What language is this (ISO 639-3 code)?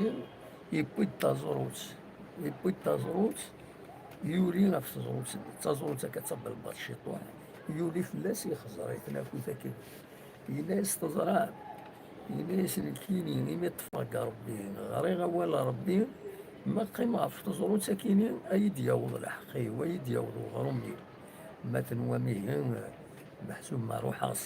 kab